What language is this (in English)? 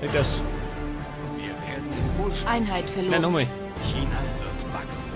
Bavarian